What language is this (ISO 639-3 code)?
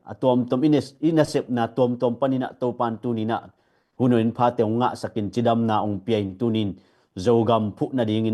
ctd